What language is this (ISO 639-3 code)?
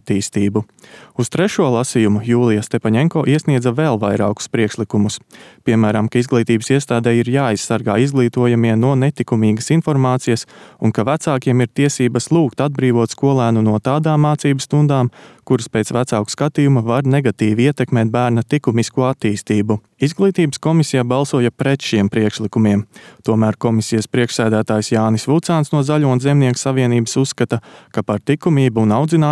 lav